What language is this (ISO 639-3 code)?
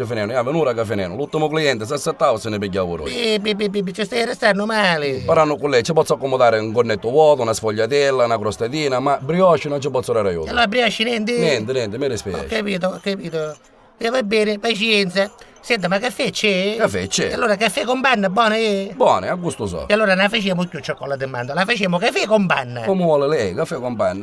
nap